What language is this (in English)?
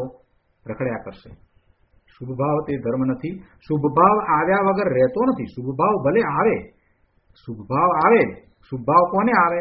Gujarati